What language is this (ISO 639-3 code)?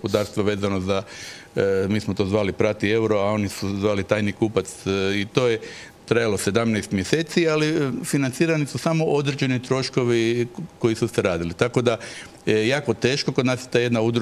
hrv